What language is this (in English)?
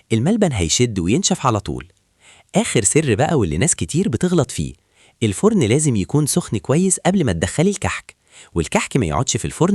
Egyptian Arabic